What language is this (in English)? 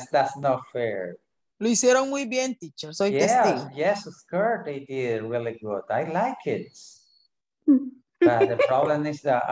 English